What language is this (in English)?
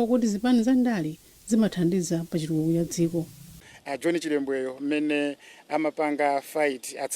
Nyanja